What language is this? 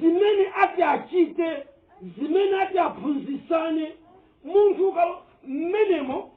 Nyanja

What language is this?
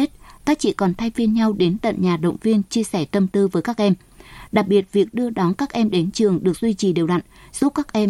Vietnamese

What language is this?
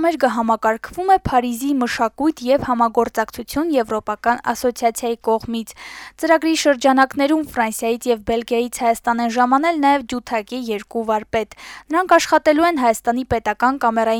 Armenian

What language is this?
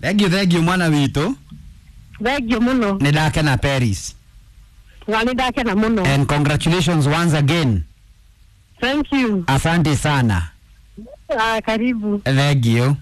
Kikuyu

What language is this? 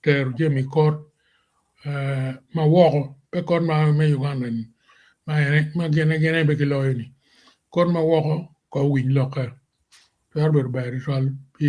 Acoli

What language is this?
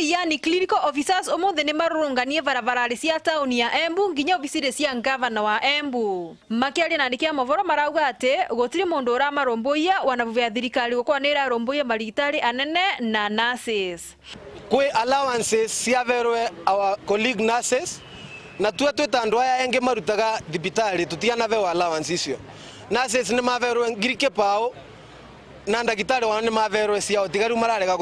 Meru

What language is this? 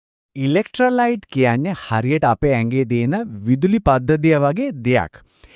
Sinhala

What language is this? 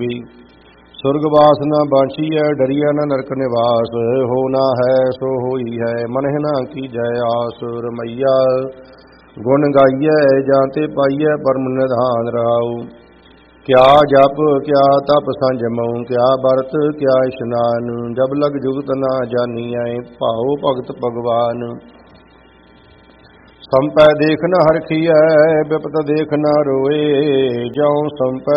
Punjabi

